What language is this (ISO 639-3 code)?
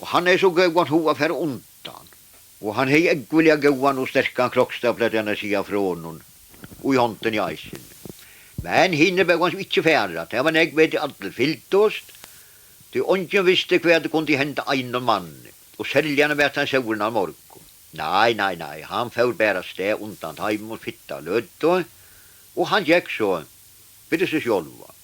fao